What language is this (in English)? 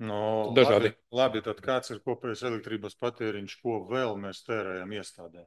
Latvian